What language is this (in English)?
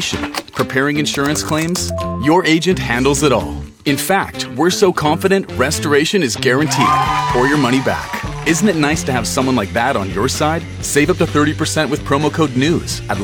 English